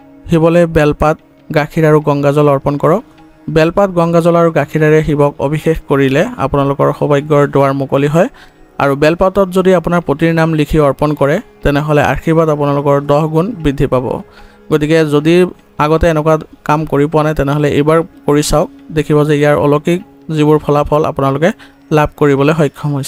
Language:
Assamese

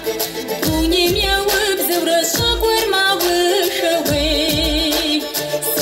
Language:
Kabardian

